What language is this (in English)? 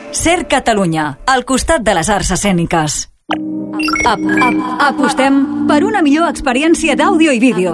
Catalan